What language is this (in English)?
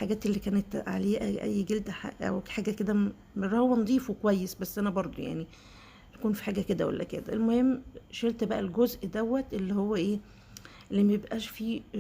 Egyptian Arabic